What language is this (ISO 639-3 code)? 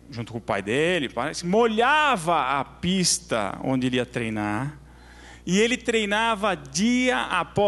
por